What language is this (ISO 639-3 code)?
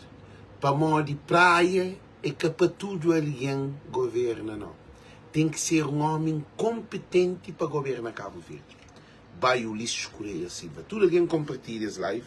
kea